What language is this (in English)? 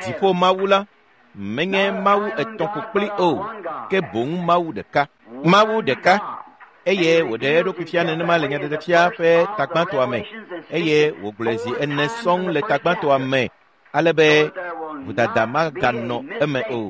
Ewe